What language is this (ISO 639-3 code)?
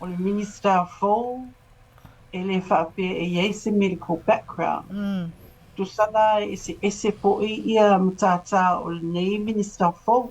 smo